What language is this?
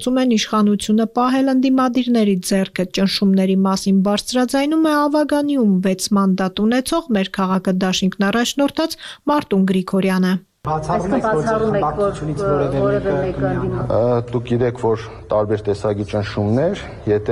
Armenian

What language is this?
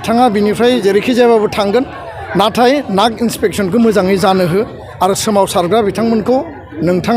Bodo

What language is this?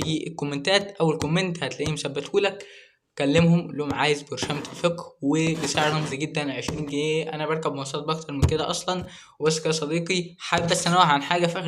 Egyptian Arabic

